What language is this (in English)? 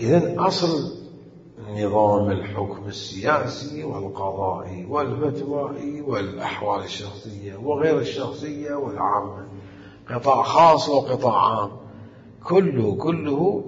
Mesopotamian Arabic